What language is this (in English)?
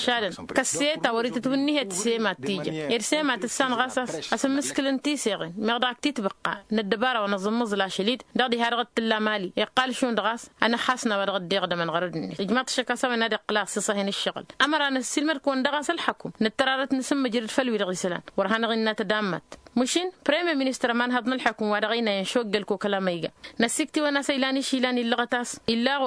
Tamasheq